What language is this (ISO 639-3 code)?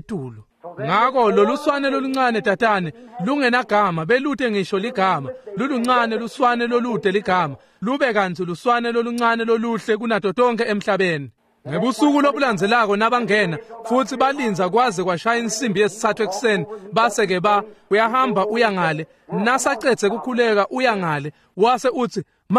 ssw